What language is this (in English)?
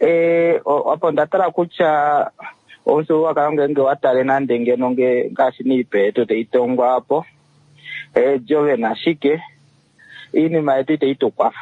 Kuanyama